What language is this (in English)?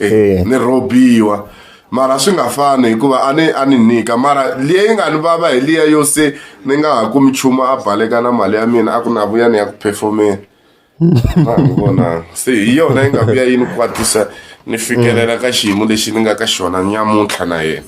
Tsonga